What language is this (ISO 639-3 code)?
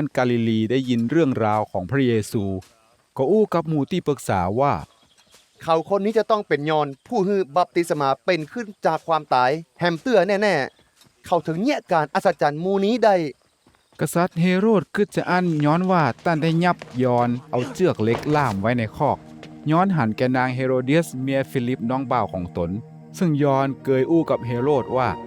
nod